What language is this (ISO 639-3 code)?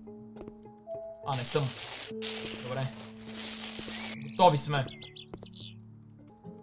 bul